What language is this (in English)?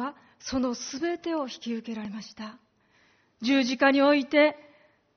Japanese